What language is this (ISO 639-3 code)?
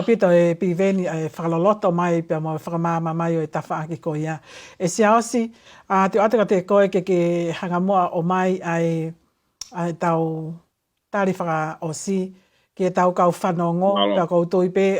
ton